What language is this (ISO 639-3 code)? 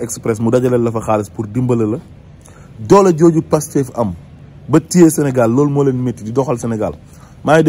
wol